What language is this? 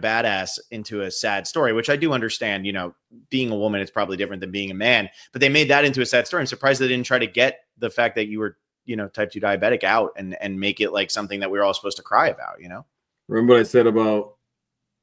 English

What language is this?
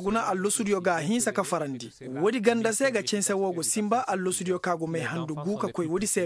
Koyraboro Senni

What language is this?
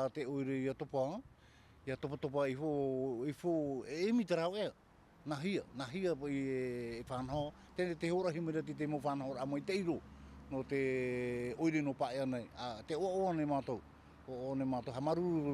Tahitian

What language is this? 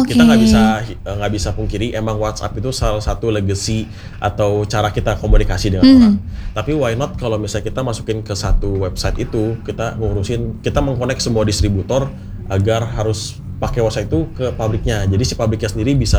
Indonesian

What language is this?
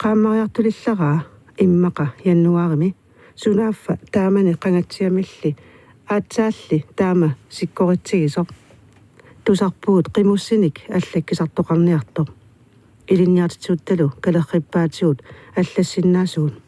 Kalaallisut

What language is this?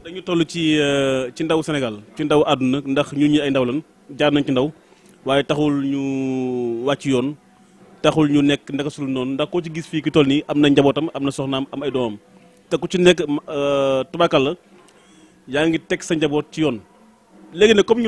Wolof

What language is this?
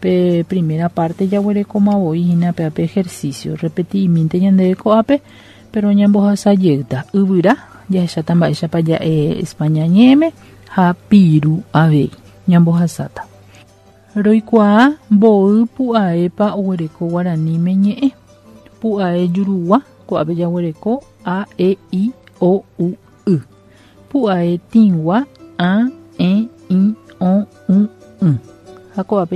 Guarani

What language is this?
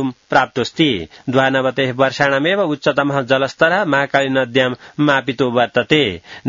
Sanskrit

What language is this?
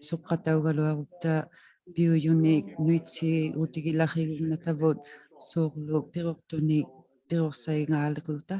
Inuktitut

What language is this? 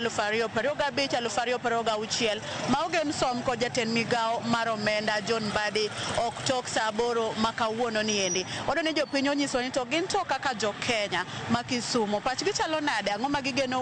Luo (Kenya and Tanzania)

